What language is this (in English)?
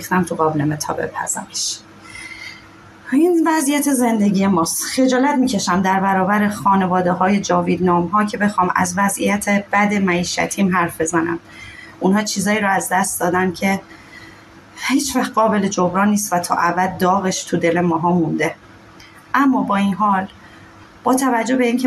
Persian